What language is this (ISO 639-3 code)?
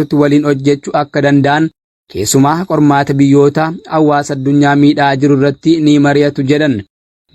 orm